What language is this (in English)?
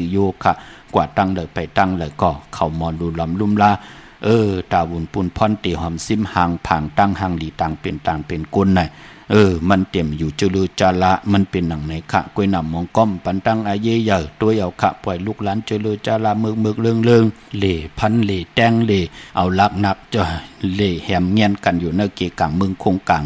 Shan